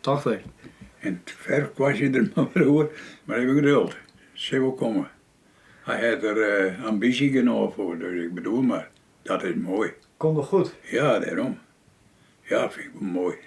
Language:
Western Frisian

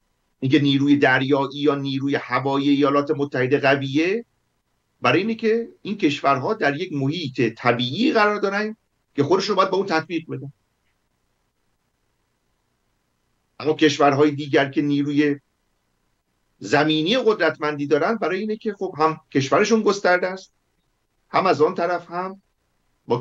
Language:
Persian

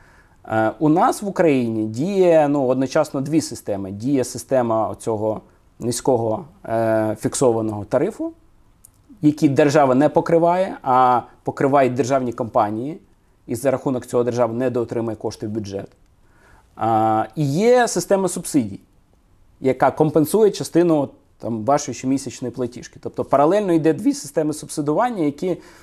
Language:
Ukrainian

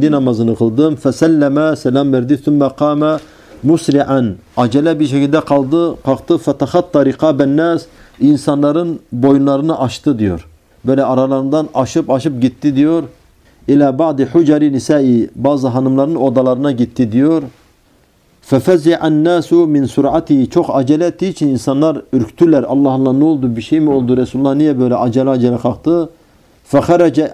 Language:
Turkish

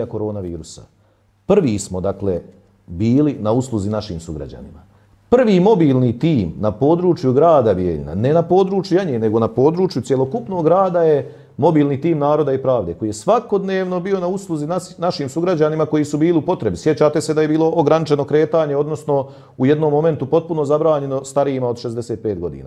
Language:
Bosnian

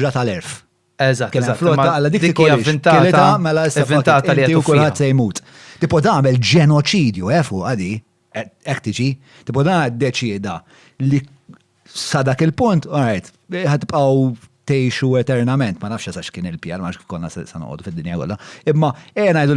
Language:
Maltese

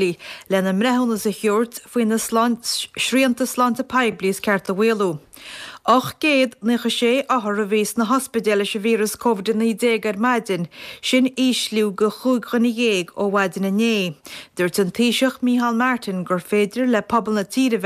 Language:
Irish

